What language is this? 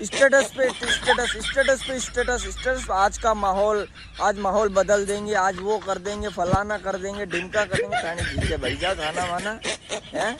Rajasthani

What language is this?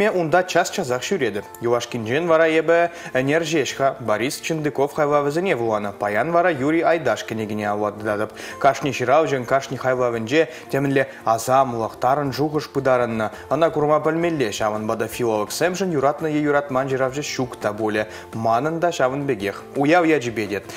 Chuvash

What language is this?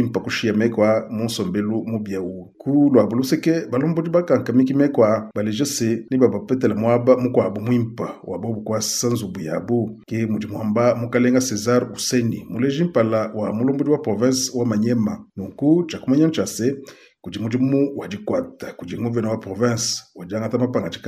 Luba-Lulua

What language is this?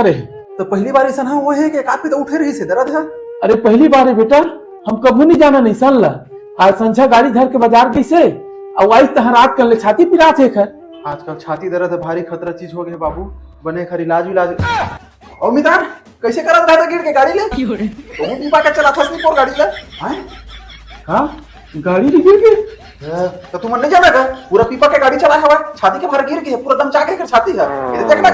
Chhattisgarhi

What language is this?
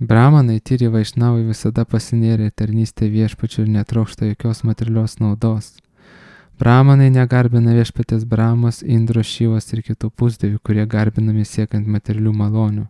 Lithuanian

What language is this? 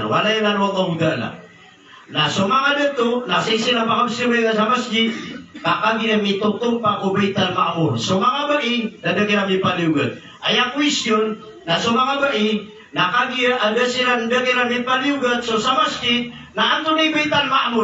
Maranao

